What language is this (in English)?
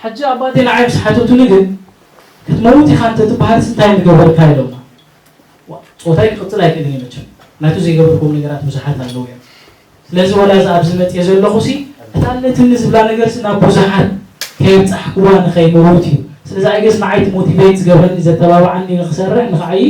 Tigrinya